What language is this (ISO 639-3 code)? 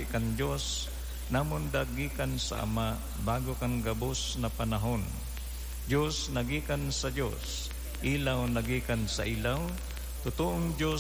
bik